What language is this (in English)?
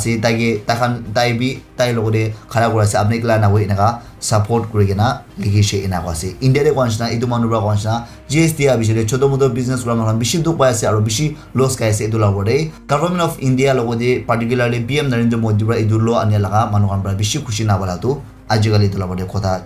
Naga Pidgin